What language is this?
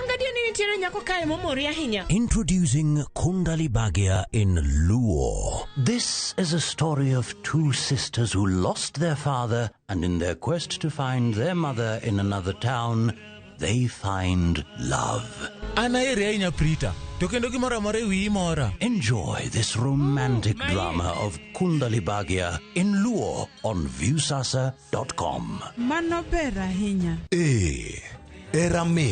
Luo (Kenya and Tanzania)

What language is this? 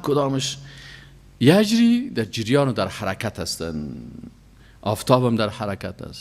Persian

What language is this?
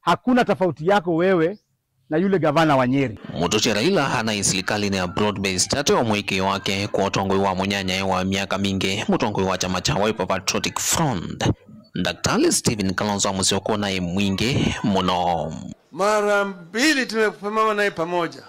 Kamba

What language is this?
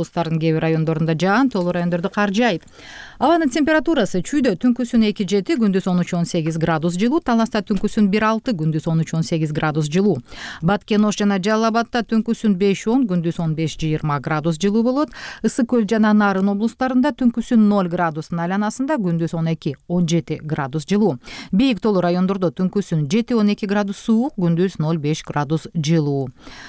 Kyrgyz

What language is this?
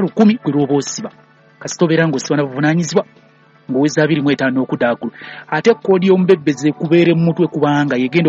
Ganda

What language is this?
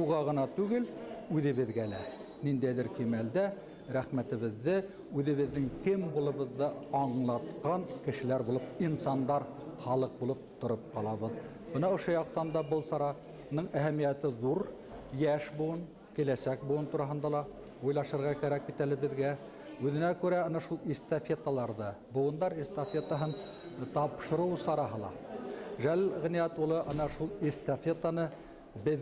Bashkir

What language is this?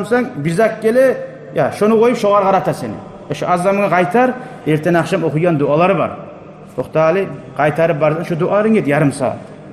Kumyk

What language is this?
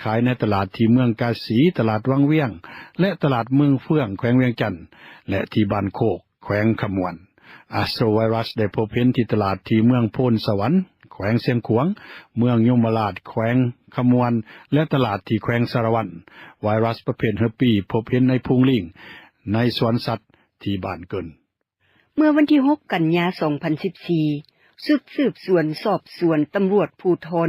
Lao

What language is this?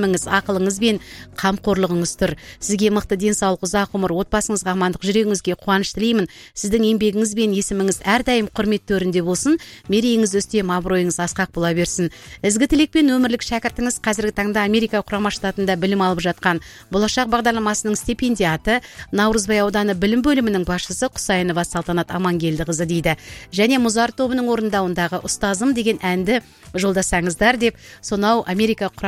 Kazakh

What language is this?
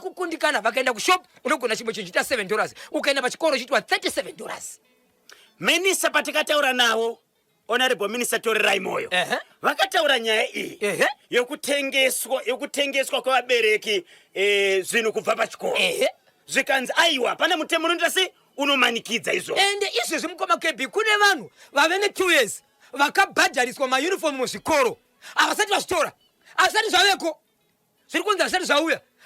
Shona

